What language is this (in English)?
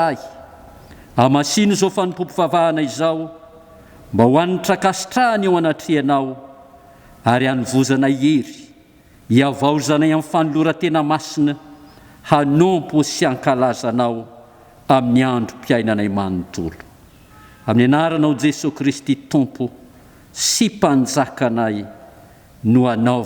Malagasy